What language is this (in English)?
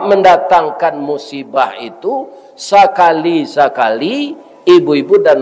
Minangkabau